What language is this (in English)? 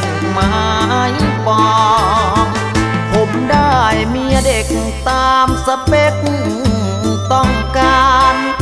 Thai